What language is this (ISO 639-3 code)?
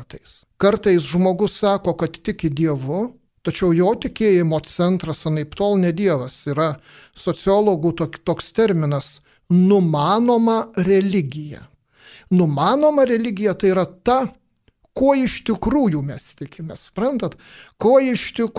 lit